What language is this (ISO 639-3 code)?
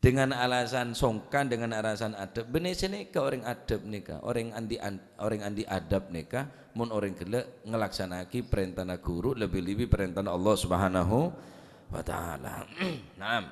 mad